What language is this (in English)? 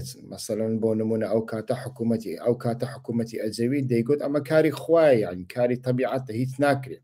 Central Kurdish